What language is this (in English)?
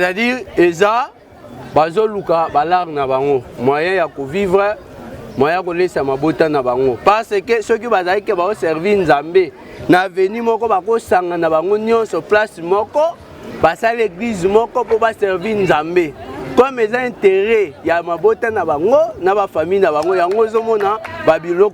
Lingala